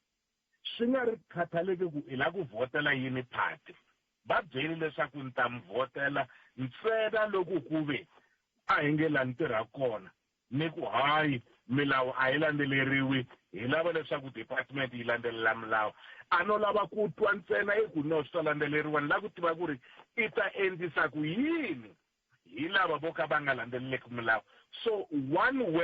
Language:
Tsonga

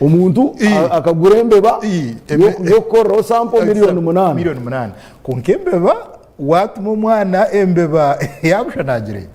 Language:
Nyankole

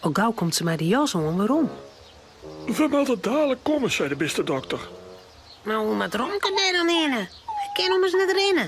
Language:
Western Frisian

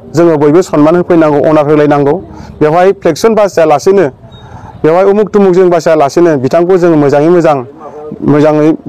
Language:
Bodo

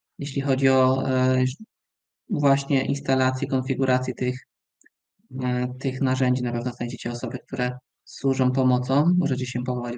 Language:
Polish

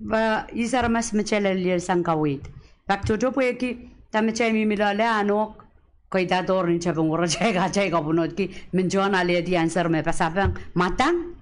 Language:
Pohnpeian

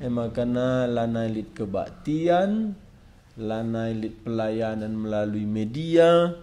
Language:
Batak Karo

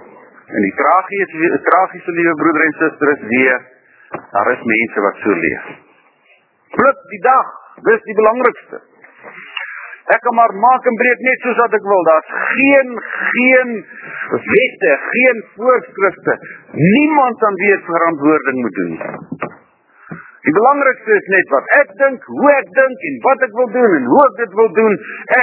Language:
Afrikaans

